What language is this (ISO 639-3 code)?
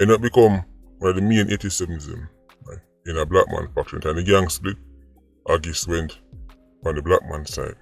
jam